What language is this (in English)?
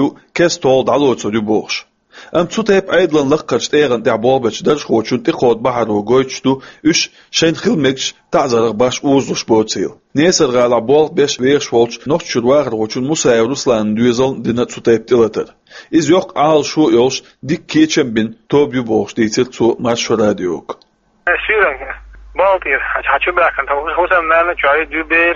Chechen